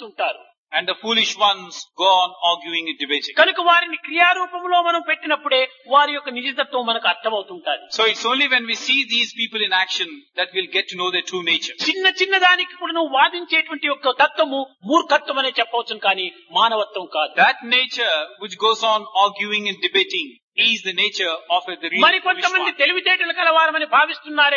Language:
Telugu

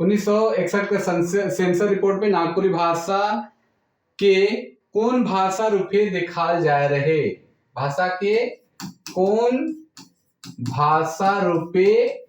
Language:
Sadri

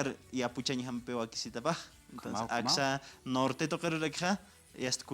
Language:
Aymara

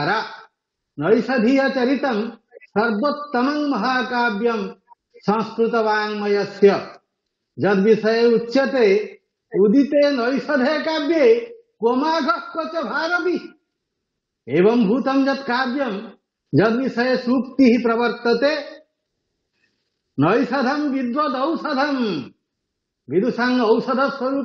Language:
Sanskrit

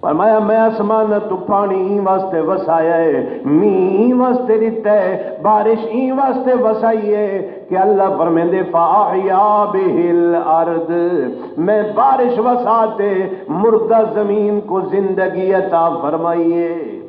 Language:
Saraiki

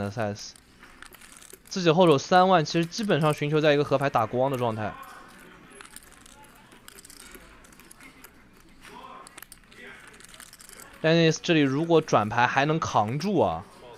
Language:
Chinese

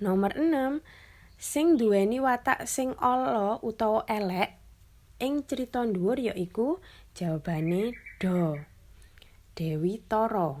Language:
Javanese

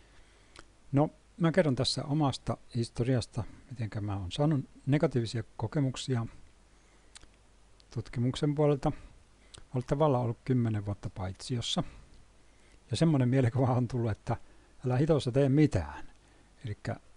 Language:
Finnish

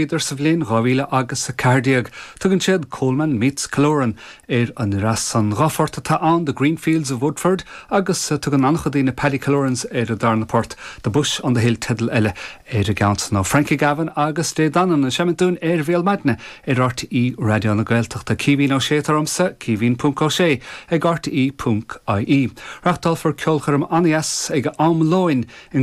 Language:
Irish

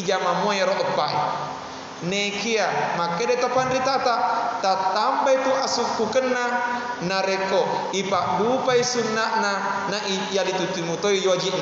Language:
Buginese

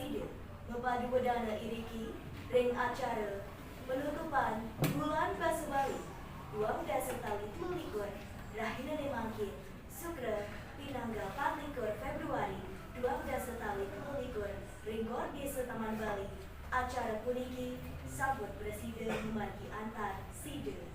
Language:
Balinese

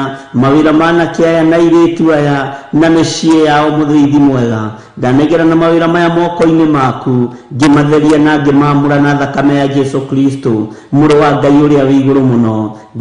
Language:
Kikuyu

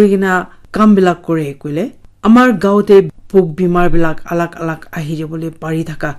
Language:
Naga Pidgin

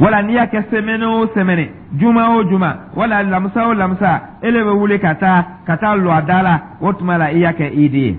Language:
Dyula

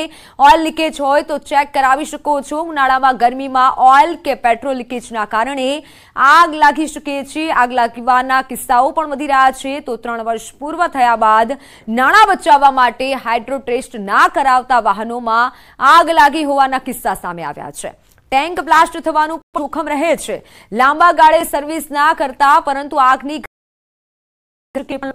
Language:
Gujarati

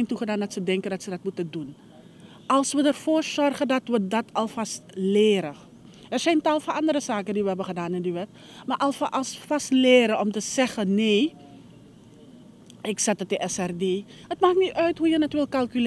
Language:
Dutch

